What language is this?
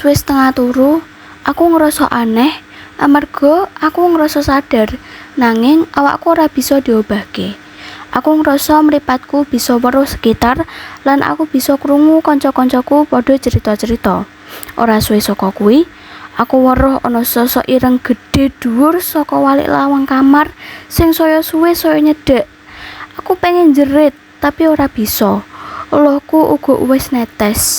Javanese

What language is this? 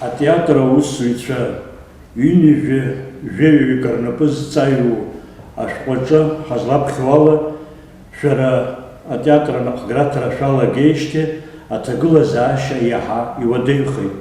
Abkhazian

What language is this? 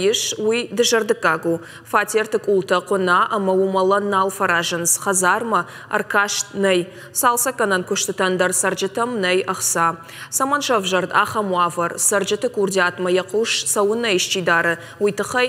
Ossetic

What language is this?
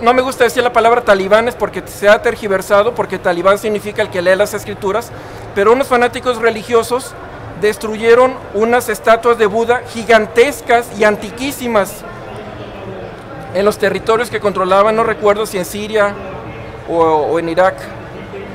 Spanish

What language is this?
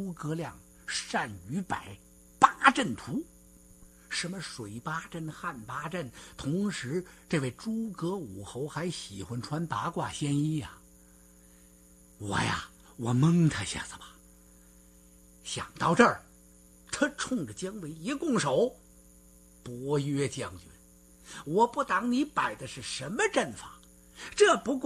Chinese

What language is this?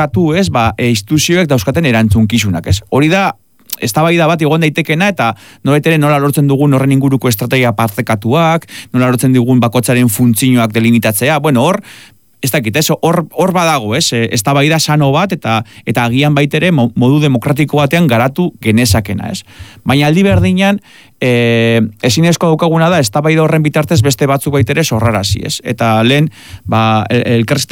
Basque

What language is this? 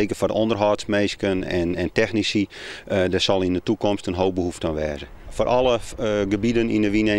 Western Frisian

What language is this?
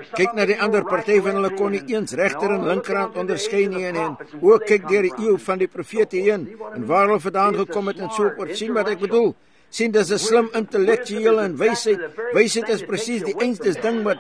Afrikaans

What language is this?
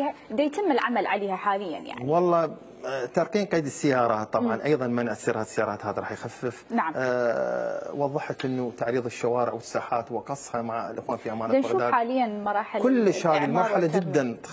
Mesopotamian Arabic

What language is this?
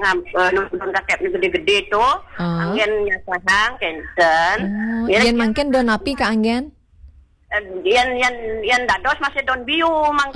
Balinese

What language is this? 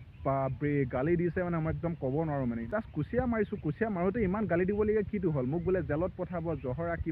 Assamese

